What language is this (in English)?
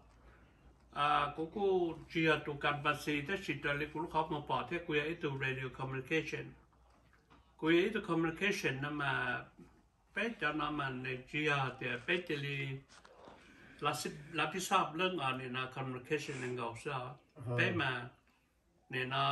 Vietnamese